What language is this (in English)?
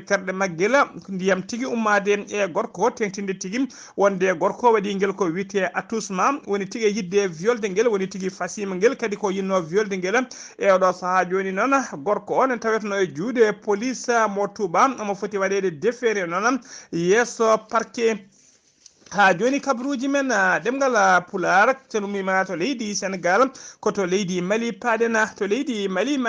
Fula